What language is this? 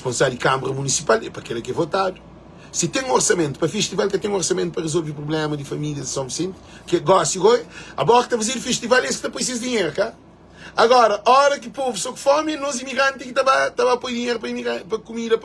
Kabuverdianu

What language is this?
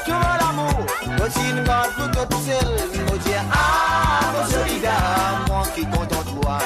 Morisyen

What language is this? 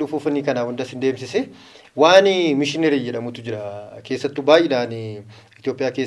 Oromo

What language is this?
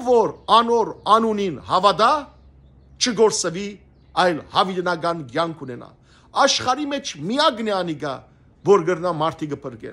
Western Armenian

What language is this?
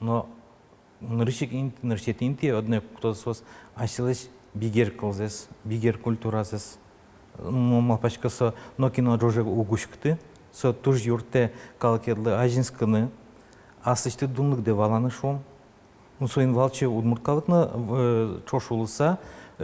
Udmurt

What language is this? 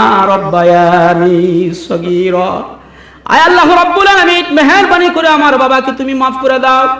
Bangla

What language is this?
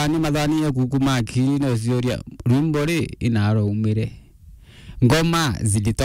Meru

